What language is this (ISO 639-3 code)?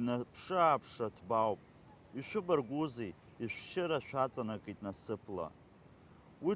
abk